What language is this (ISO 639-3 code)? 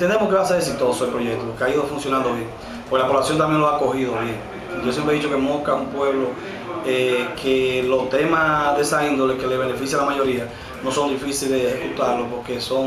spa